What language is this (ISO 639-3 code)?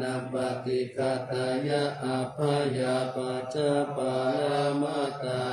pli